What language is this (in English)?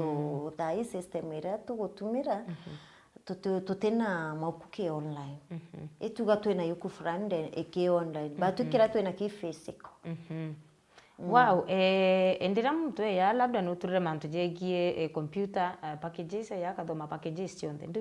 Meru